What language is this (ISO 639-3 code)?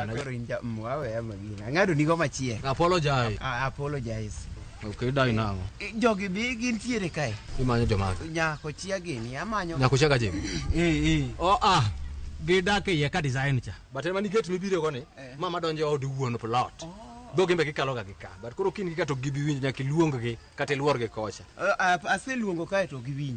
luo